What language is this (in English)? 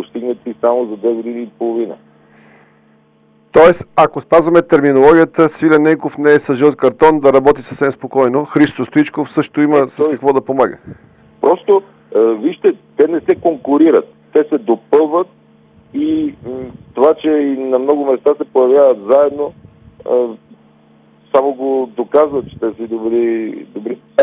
Bulgarian